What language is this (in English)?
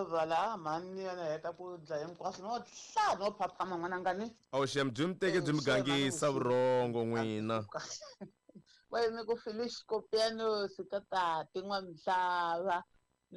Tsonga